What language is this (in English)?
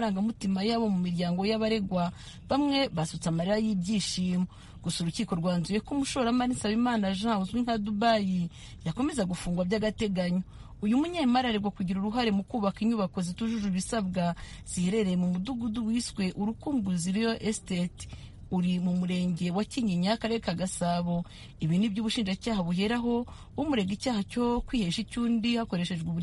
Kinyarwanda